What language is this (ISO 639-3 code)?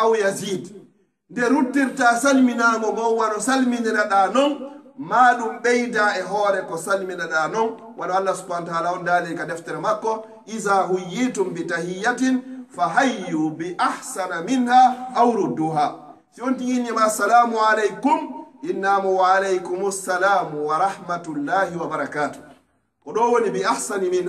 fuf